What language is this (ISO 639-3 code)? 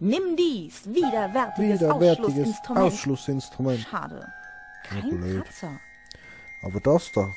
gsw